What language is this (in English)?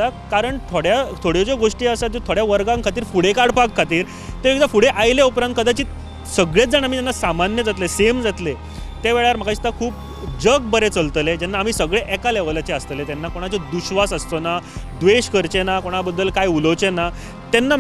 Konkani